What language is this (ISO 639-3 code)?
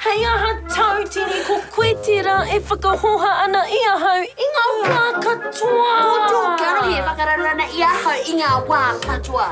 mri